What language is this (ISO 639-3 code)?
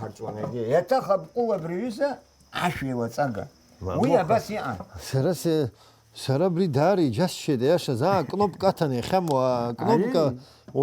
abk